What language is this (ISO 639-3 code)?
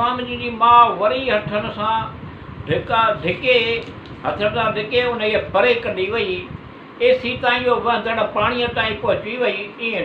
snd